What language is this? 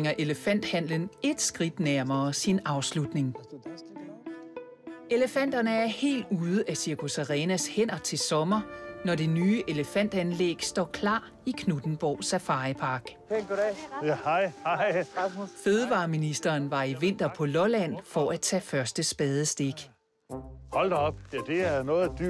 Danish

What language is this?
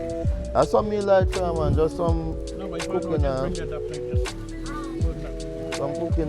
Jamaican Creole English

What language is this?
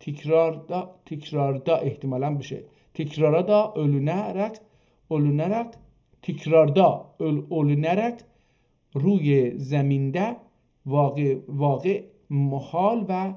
South Azerbaijani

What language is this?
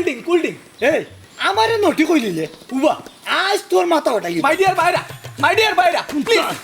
Sylheti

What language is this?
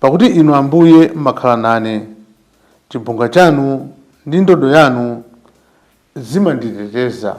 Nyanja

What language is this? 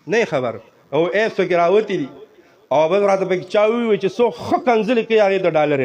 Pashto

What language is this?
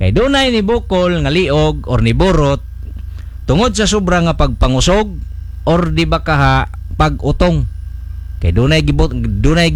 Cebuano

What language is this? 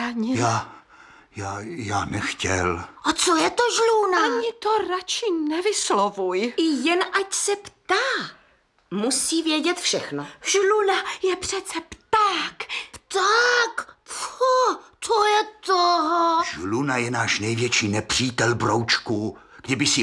Czech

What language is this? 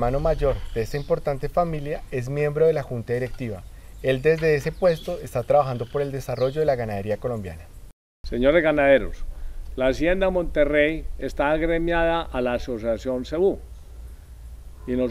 Spanish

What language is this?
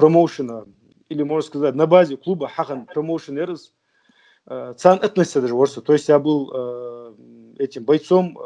Ingush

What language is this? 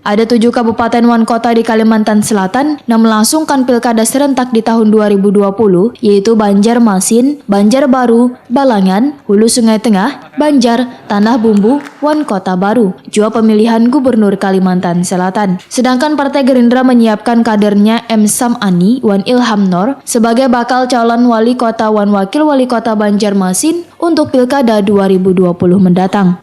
Banjar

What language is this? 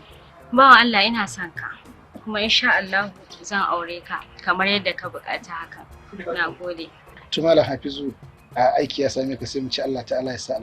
Hausa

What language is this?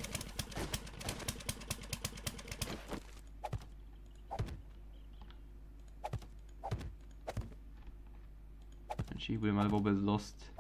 Slovak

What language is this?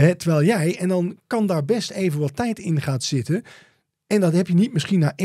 Dutch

